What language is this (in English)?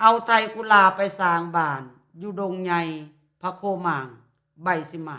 Lao